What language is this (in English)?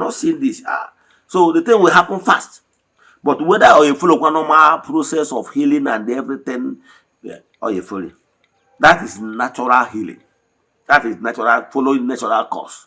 Igbo